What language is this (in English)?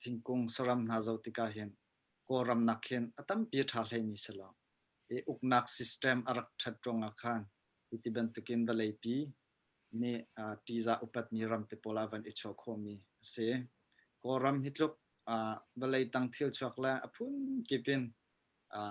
Hakha Chin